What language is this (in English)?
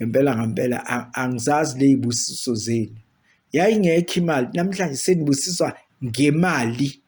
Zulu